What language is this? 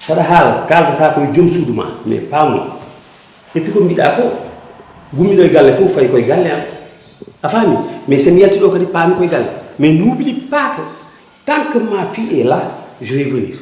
Fula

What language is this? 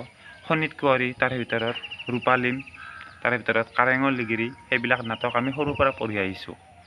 Assamese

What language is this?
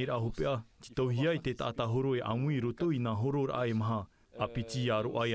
Tahitian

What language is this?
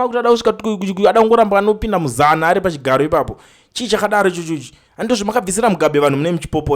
Shona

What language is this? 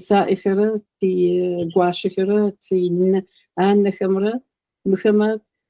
Adyghe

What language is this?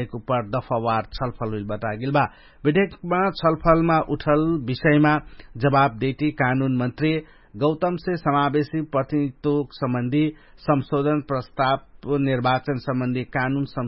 Dangaura Tharu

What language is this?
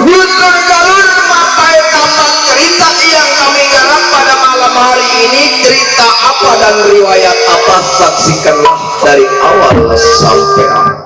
Betawi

